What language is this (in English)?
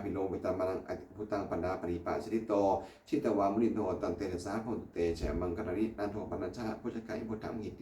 Pali